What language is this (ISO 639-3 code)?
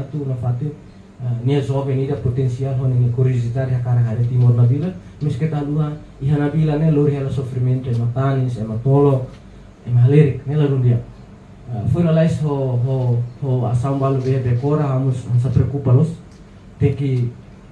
tet